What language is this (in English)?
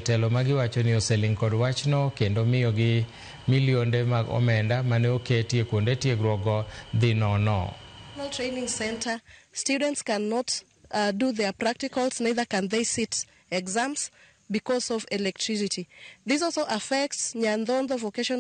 Luo (Kenya and Tanzania)